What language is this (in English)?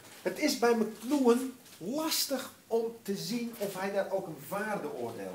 Dutch